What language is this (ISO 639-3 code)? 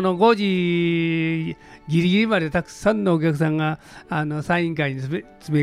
jpn